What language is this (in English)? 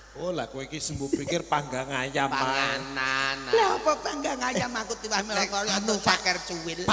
Javanese